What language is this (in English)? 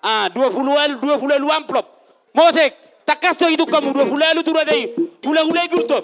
Batak Toba